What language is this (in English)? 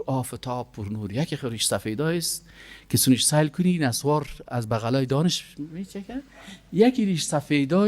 Persian